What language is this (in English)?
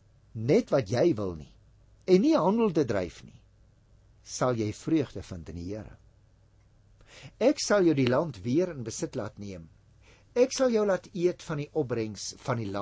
Afrikaans